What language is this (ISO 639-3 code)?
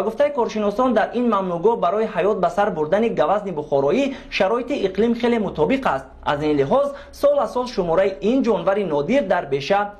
tgk